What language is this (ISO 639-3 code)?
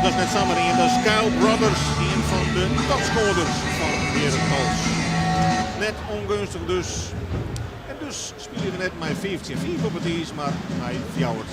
fry